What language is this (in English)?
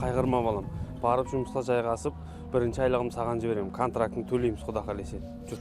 Kara-Kalpak